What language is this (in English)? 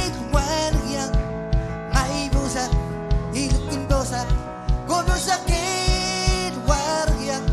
Marshallese